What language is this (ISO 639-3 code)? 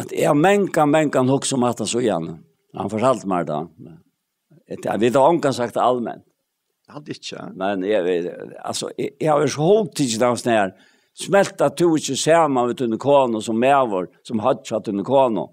fao